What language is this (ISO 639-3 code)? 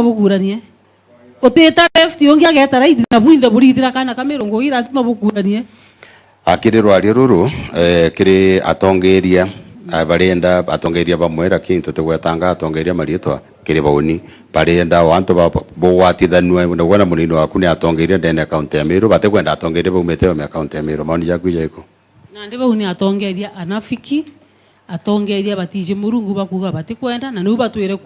mer